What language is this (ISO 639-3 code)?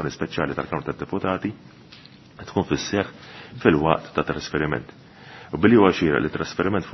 mlt